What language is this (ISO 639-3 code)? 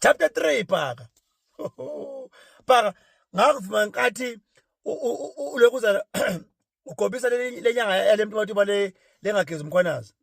zul